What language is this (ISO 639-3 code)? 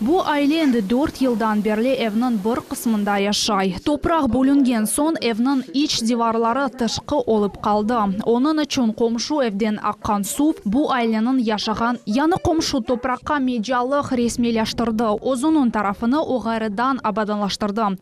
crh